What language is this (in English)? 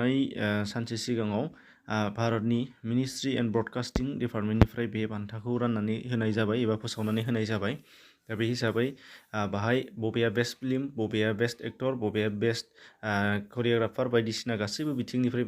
Bodo